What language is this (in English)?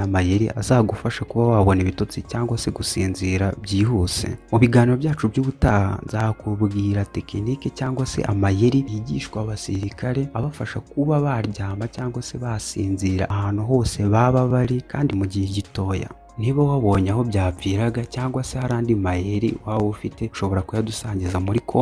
Kinyarwanda